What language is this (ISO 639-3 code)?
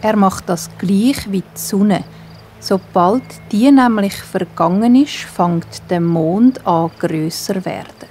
gsw